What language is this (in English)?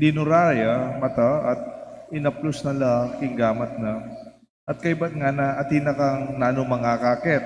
Pampanga